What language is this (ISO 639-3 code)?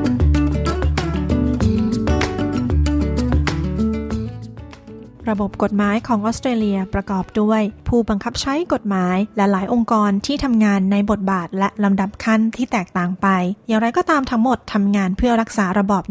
tha